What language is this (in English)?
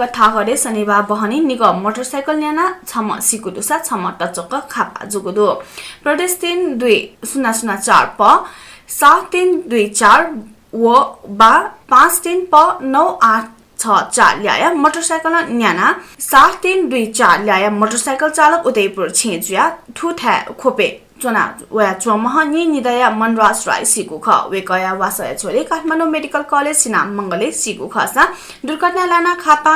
Newari